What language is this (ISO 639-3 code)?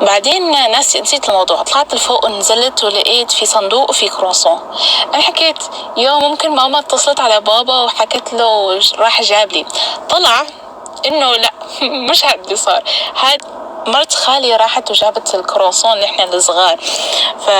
apc